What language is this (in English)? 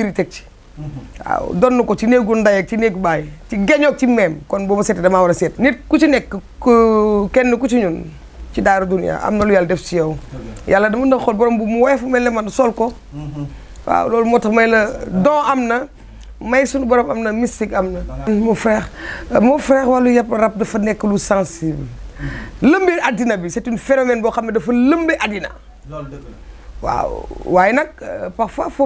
Wolof